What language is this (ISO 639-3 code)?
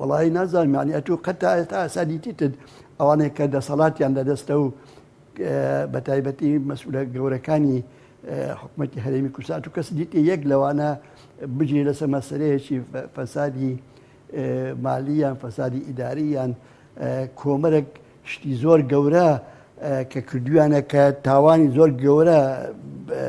ckb